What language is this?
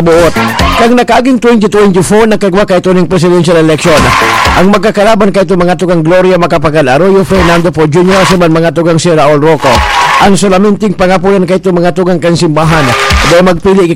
Bikol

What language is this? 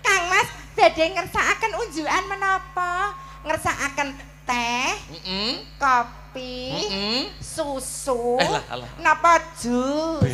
Javanese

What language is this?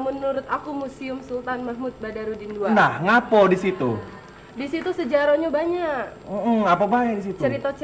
Musi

